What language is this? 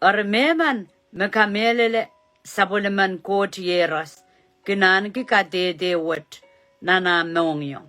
Pohnpeian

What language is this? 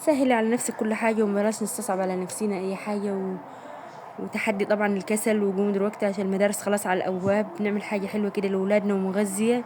Egyptian Arabic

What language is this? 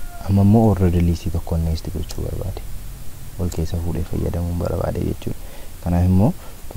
Oromo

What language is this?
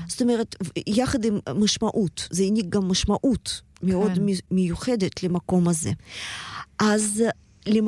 Hebrew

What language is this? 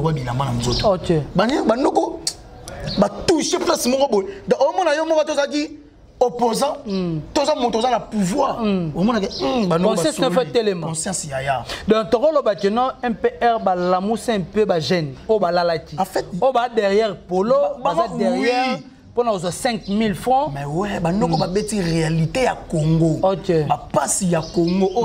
Lingala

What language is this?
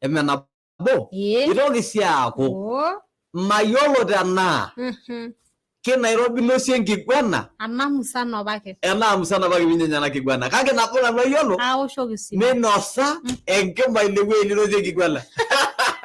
Masai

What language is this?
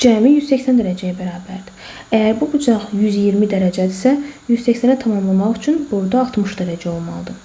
Azerbaijani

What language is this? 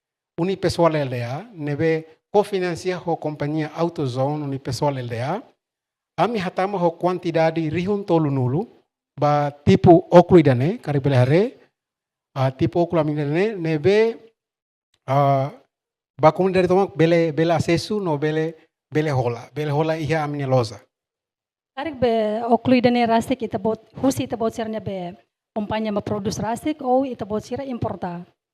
Tetum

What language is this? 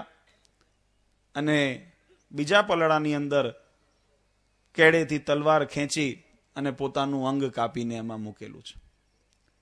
Gujarati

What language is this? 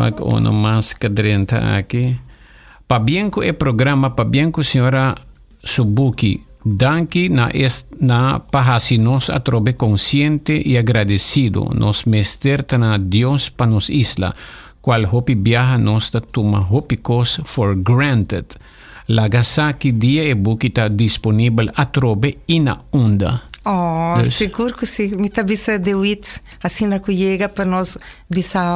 Papiamento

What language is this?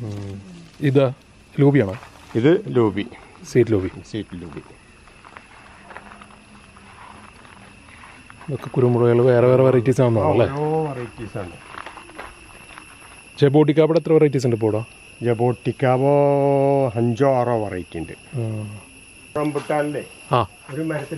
Malayalam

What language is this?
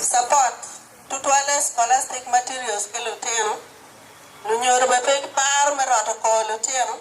Acoli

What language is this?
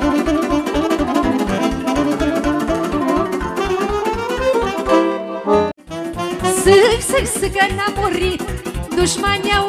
Romanian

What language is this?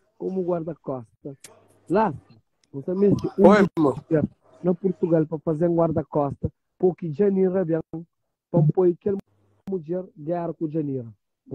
Kabuverdianu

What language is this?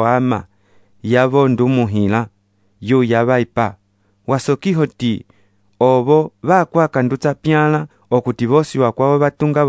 Umbundu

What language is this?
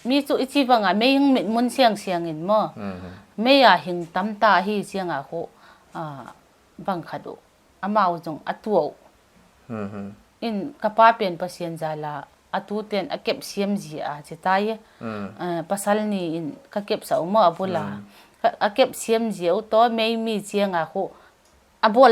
Paite Chin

